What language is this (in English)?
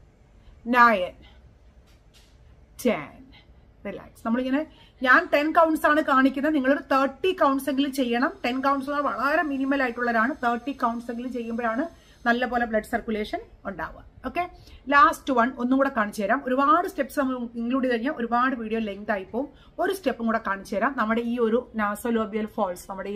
Malayalam